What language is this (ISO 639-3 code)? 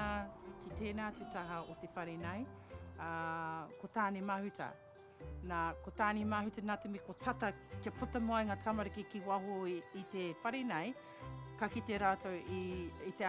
mri